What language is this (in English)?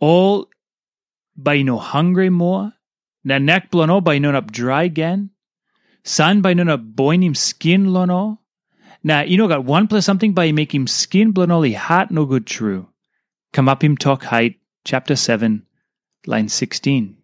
Tok Pisin